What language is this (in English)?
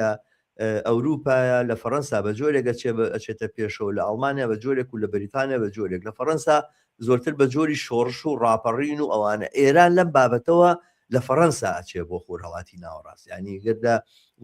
Central Kurdish